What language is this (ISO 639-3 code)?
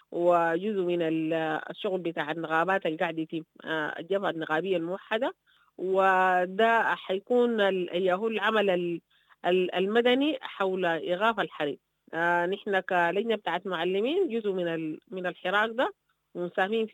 apd